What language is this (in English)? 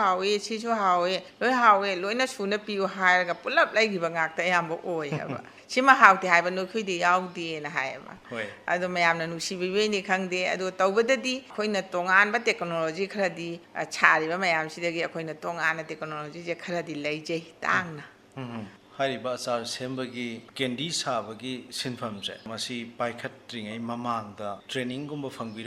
Manipuri